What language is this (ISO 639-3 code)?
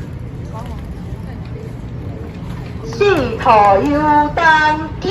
nan